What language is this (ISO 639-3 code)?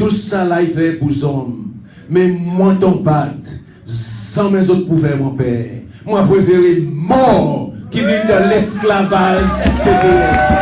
crs